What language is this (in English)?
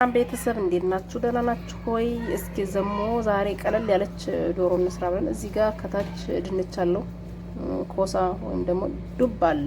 Amharic